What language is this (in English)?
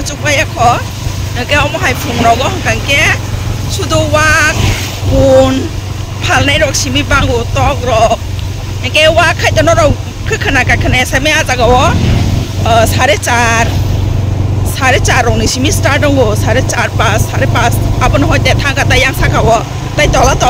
Kok Borok